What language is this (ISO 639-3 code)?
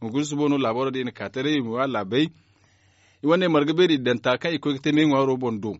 dje